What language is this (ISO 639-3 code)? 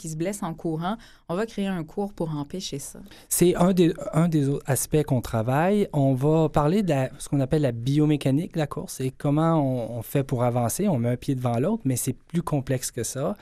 fra